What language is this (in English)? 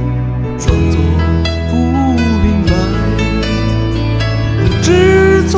Chinese